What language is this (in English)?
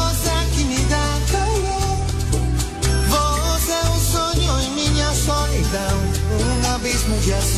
Portuguese